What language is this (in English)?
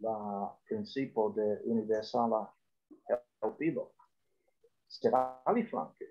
Esperanto